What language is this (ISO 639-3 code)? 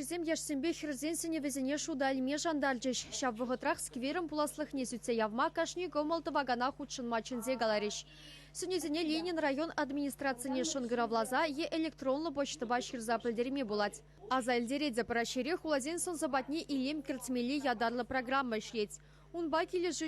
chv